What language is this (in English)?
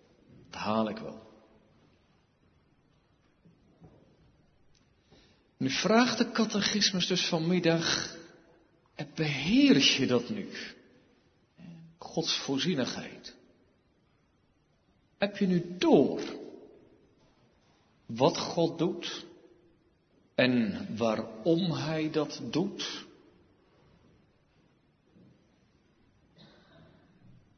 Dutch